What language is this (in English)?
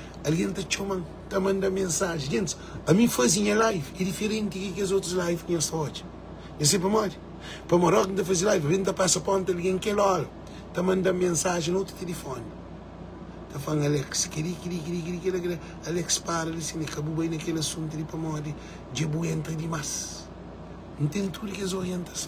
Kabuverdianu